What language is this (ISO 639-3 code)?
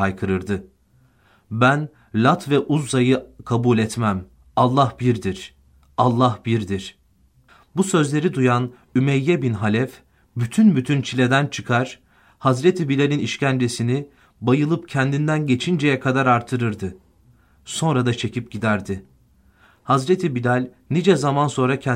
tur